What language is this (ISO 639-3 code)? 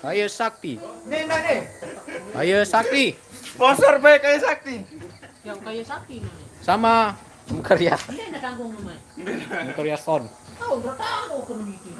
sas